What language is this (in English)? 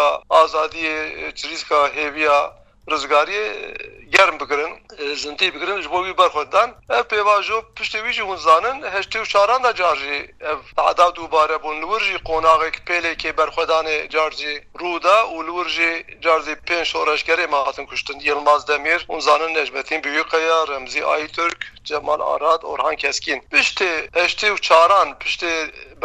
Kurdish